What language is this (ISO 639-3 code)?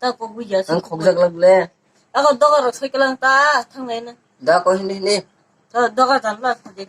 trp